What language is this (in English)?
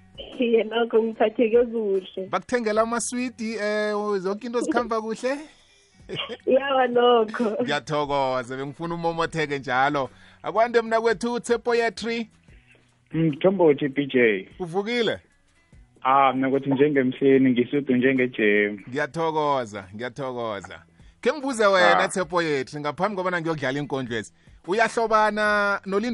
South Ndebele